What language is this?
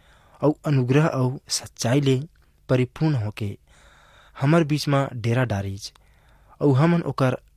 Chhattisgarhi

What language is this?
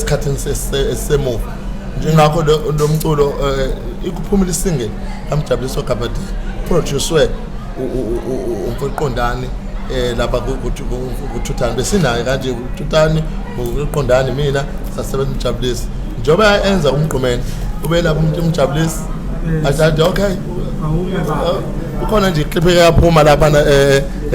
Zulu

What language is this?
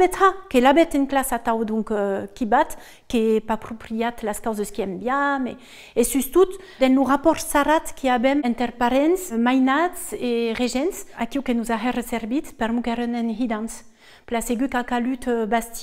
Occitan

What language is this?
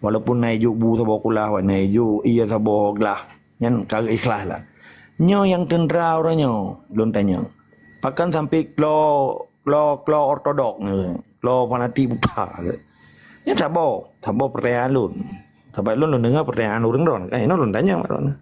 Achinese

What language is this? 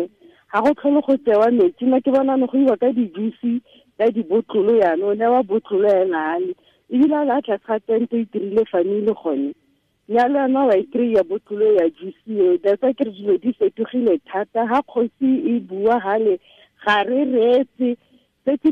Tswana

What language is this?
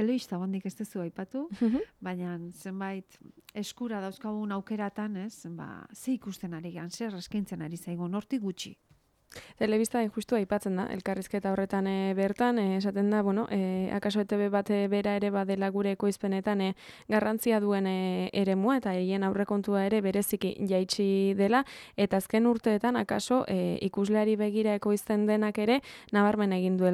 Basque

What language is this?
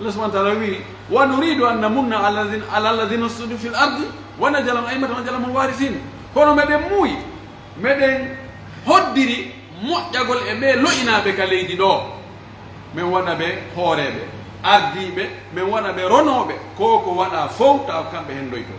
Pular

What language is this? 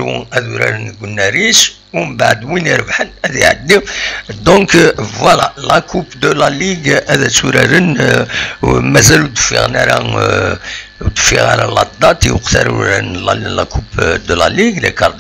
Kabyle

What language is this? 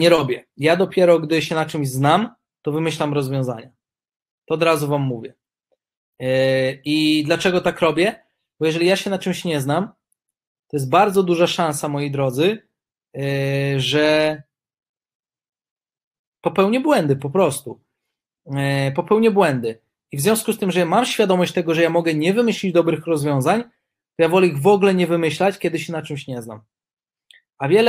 Polish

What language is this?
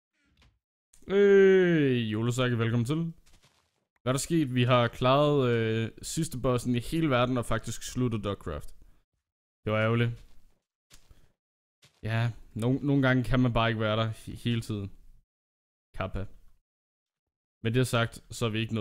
Danish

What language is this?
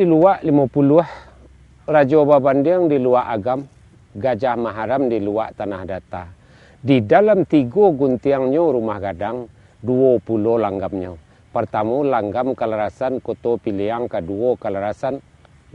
Minangkabau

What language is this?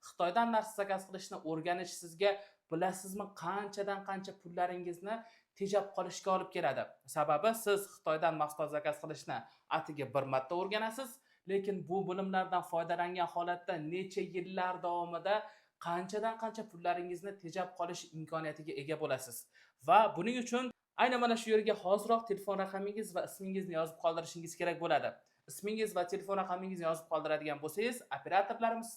Uzbek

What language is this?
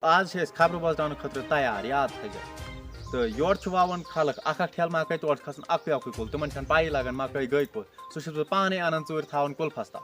Kashmiri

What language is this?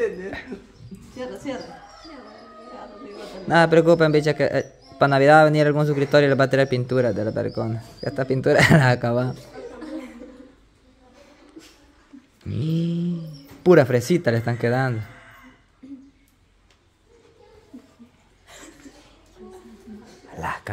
Spanish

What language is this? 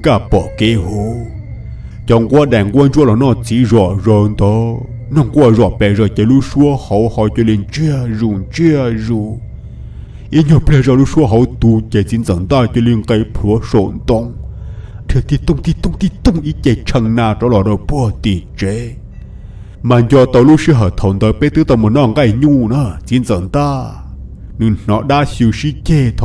Hmong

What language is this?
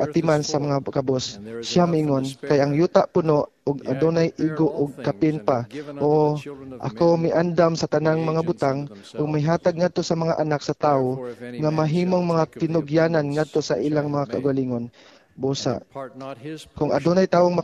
Cebuano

